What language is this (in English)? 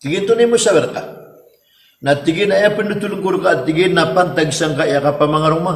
Maranao